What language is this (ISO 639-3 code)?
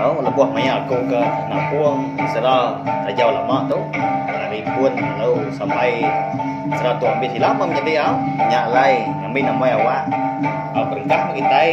iba